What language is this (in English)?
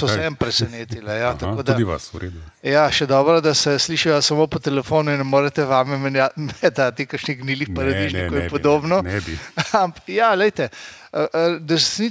Slovenian